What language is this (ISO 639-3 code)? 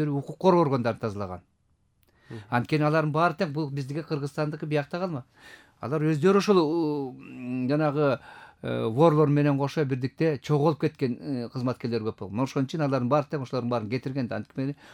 kir